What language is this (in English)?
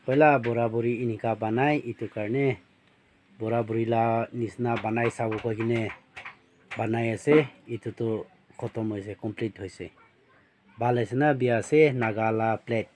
Naga Pidgin